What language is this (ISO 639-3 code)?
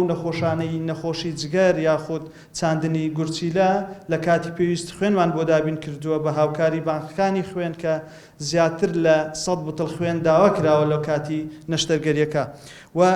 ckb